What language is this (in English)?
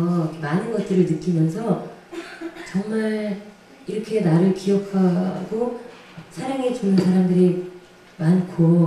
Korean